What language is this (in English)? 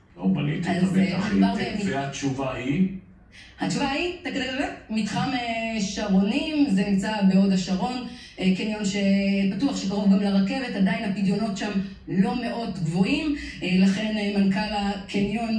Hebrew